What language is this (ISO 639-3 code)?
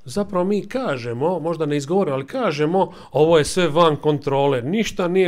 hrv